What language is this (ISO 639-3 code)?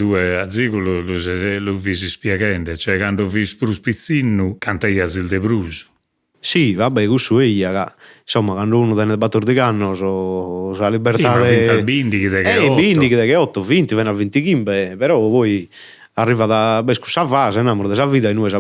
srd